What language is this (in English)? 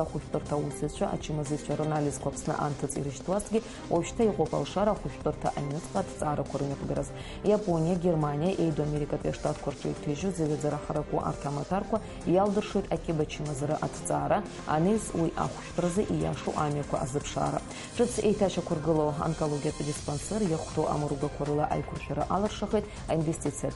Abkhazian